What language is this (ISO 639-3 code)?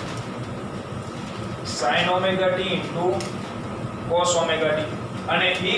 guj